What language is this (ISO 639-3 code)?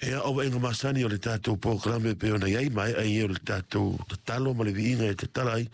smo